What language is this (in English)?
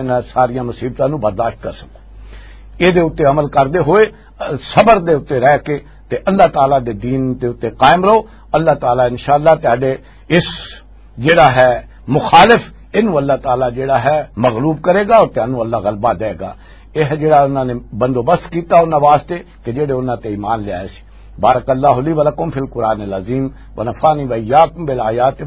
Western Panjabi